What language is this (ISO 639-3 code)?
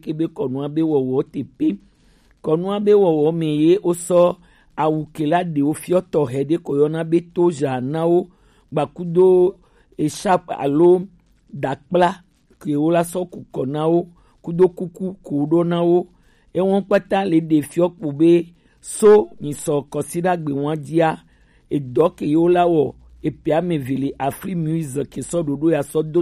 gej